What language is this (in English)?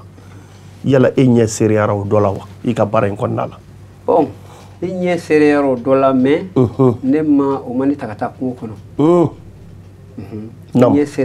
Bambara